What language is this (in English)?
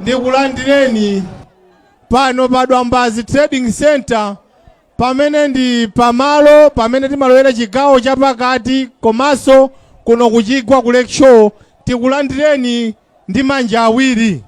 Nyanja